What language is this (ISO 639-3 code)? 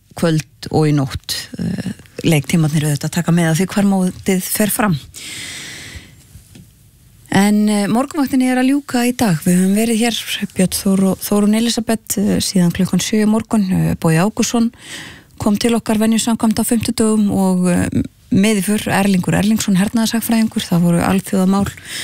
isl